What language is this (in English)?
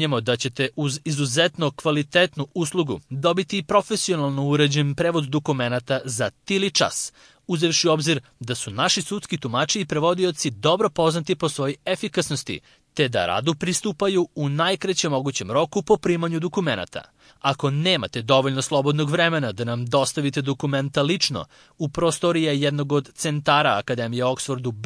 Serbian